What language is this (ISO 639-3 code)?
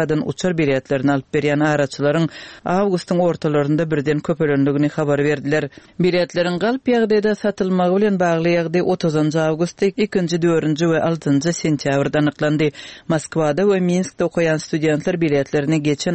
tuk